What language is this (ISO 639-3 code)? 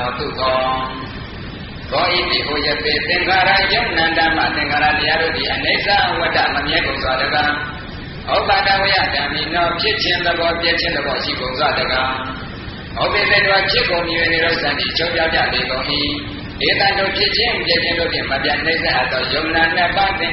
mya